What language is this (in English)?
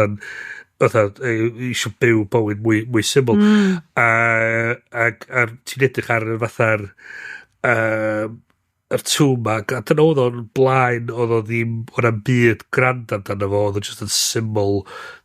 Welsh